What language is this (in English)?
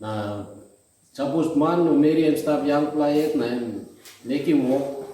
Tok Pisin